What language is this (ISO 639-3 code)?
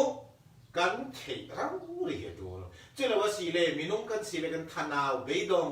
cfm